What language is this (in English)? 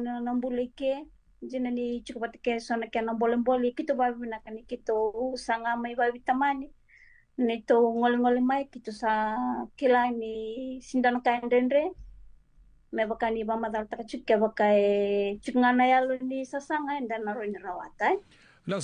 Fijian